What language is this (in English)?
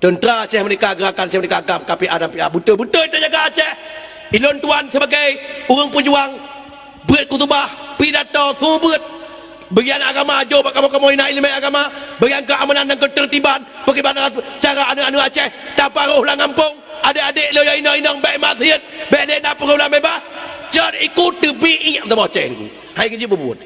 Achinese